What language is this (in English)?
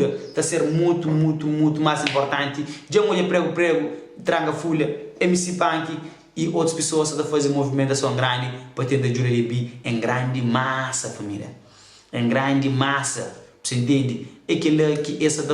Kabuverdianu